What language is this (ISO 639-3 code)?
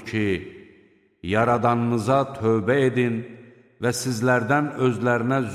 aze